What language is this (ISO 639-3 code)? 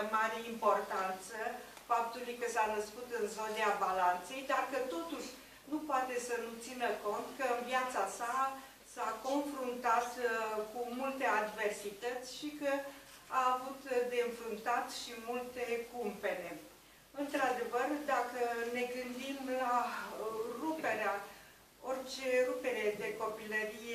ron